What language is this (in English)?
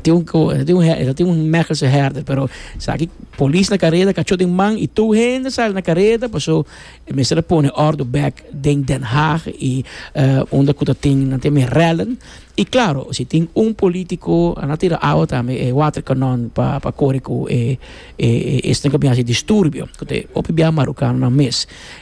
Papiamento